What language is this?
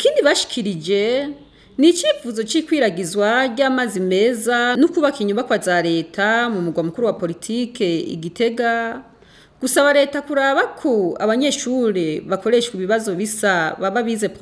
Rundi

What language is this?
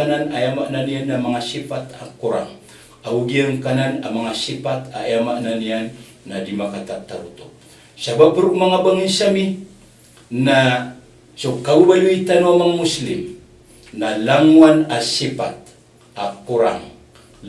Maranao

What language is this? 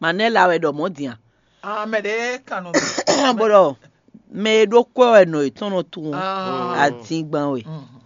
Fon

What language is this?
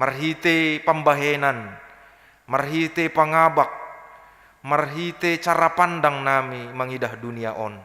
Batak Simalungun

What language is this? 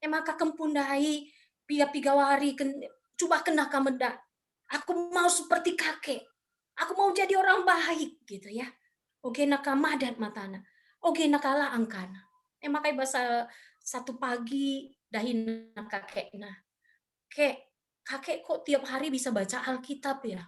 Batak Karo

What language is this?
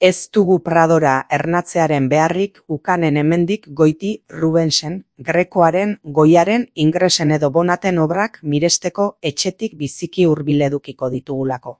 Basque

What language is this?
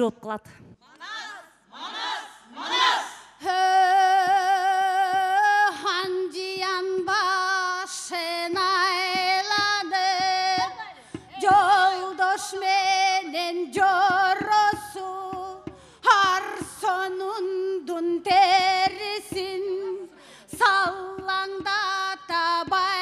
Kyrgyz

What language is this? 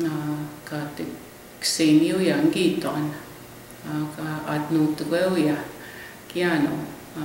Plains Cree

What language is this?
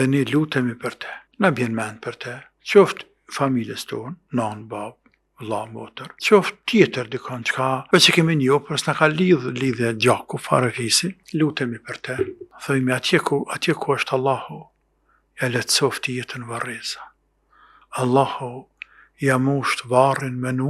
Albanian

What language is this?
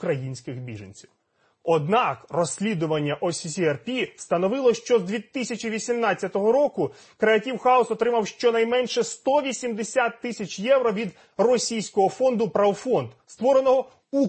Ukrainian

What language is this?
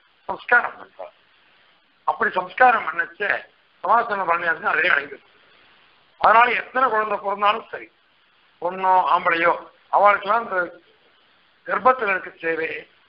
Tamil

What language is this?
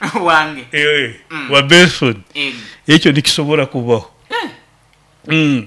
Nyoro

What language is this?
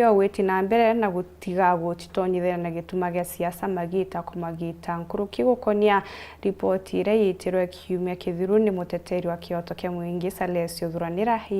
Meru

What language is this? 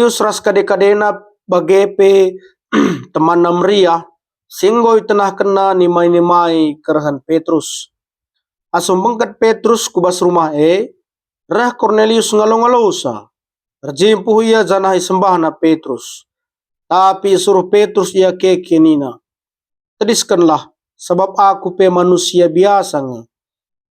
Batak Karo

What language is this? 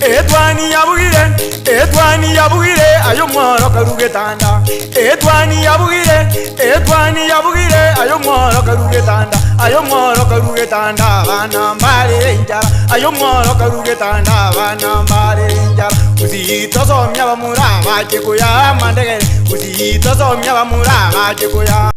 Gusii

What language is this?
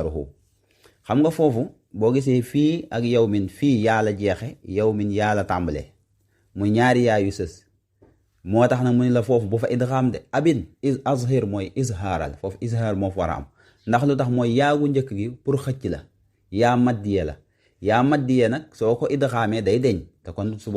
Wolof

